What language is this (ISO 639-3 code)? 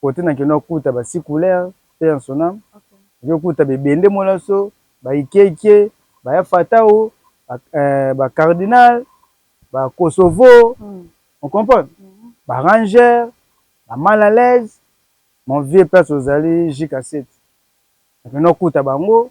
lin